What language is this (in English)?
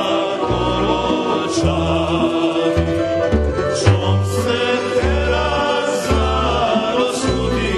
Rusyn